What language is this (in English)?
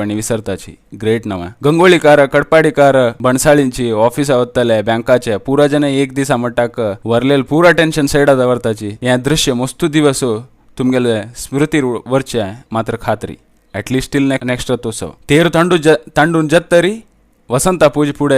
Konkani